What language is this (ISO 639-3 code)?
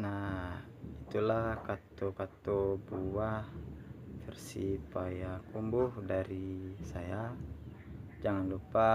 min